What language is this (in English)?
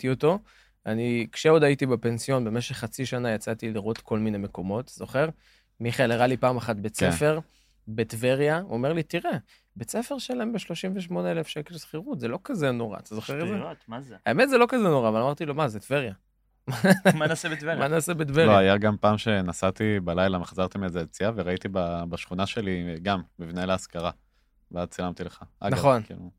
Hebrew